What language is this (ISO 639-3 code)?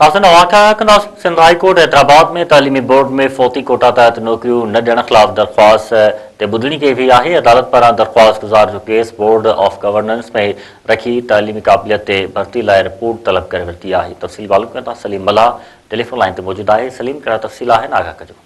snd